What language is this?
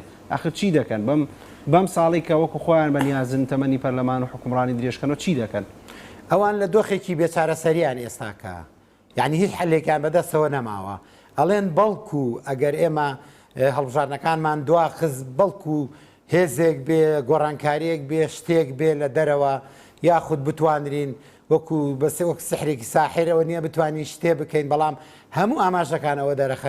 Central Kurdish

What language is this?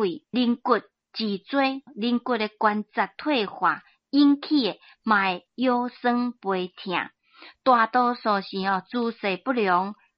Min Nan Chinese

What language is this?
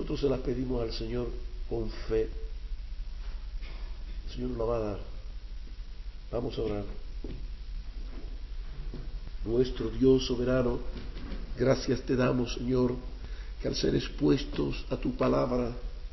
Spanish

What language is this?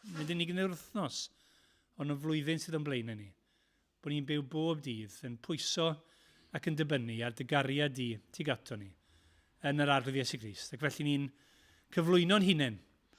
Welsh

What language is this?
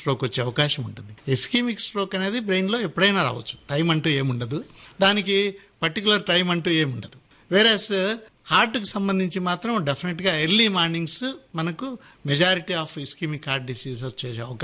Telugu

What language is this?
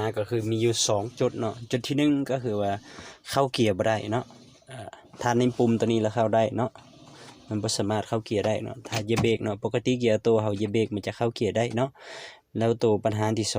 Lao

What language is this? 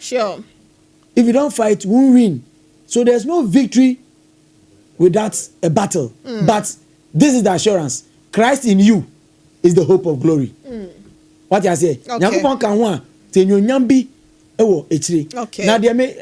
Akan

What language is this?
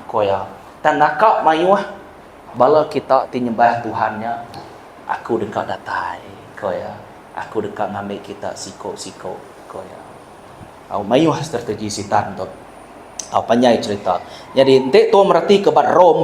Iban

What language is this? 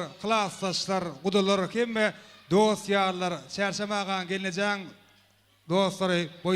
Turkmen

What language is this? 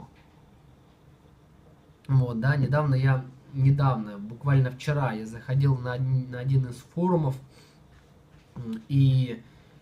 Russian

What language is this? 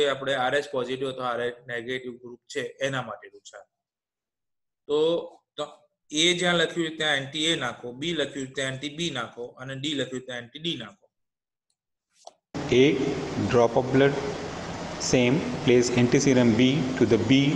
Gujarati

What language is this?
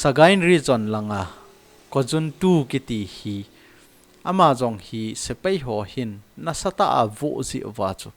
Thado Chin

